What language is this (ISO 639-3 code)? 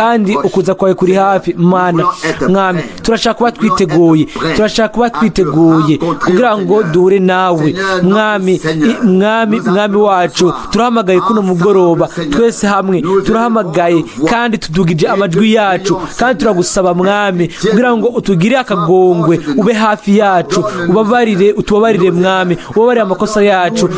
run